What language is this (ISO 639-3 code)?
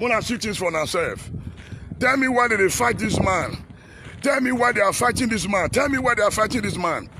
pcm